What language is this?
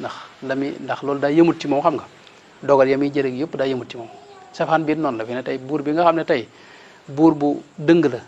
Wolof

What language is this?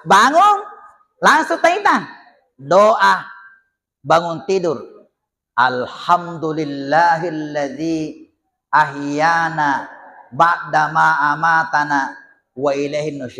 Buginese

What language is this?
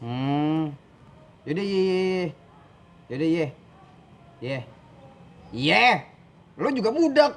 Betawi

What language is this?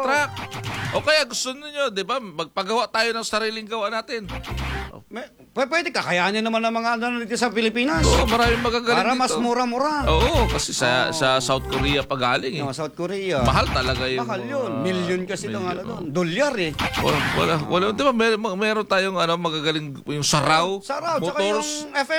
Filipino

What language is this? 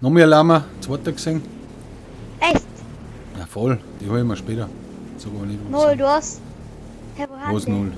Bavarian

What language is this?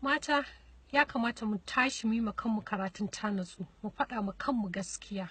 Hausa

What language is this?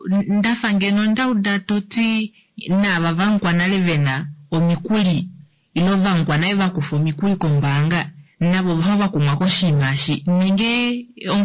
Kuanyama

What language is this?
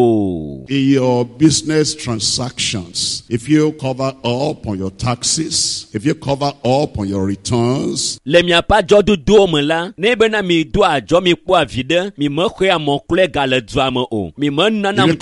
Ewe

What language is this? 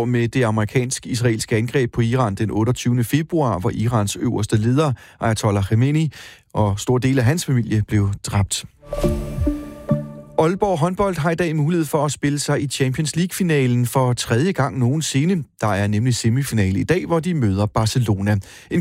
Danish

